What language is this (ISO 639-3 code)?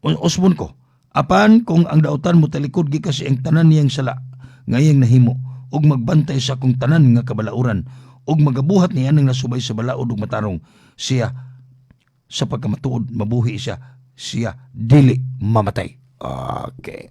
ceb